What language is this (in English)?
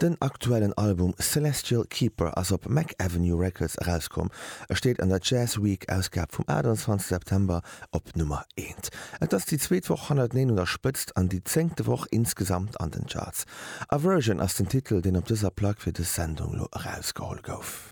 Luxembourgish